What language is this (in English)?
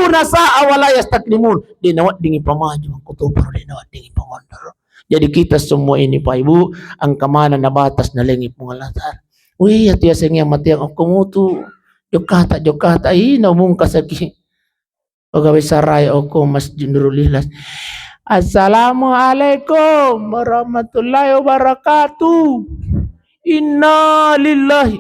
Buginese